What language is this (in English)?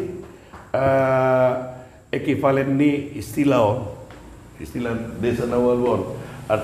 Batak Toba